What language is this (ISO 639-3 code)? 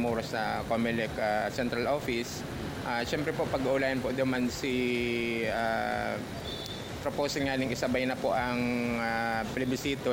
bik